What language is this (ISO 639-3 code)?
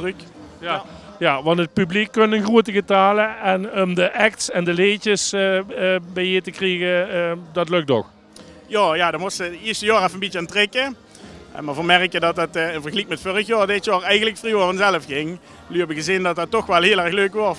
lim